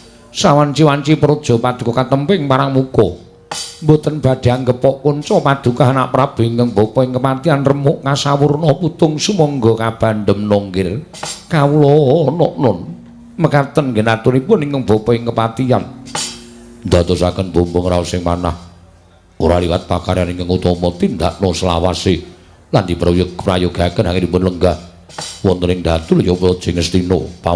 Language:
Javanese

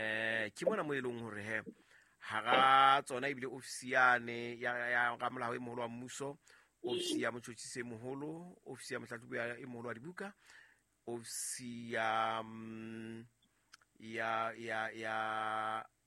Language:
Southern Sotho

